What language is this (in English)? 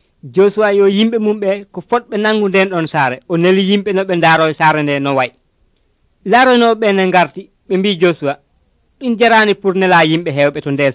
Nigerian Fulfulde